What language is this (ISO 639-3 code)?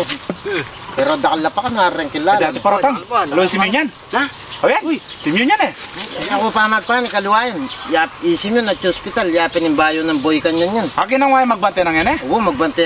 pam